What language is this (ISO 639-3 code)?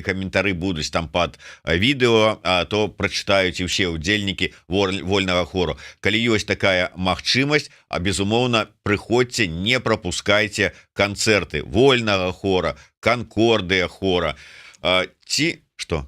bel